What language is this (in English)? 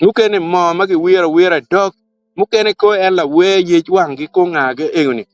Acoli